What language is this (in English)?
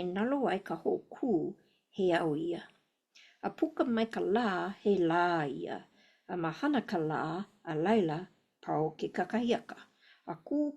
Hawaiian